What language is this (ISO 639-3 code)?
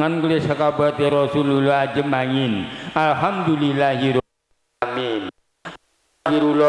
jav